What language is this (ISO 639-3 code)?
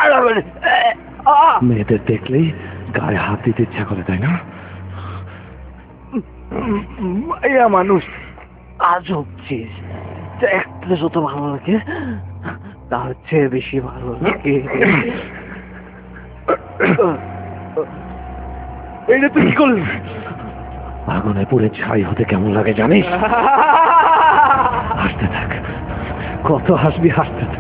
ben